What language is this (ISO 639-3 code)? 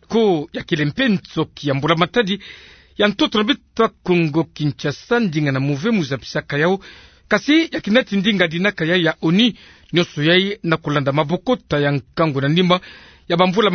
ktu